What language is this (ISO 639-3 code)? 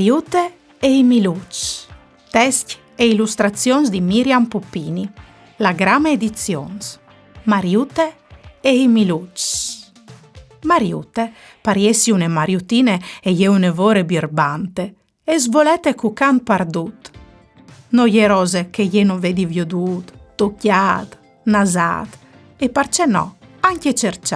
fur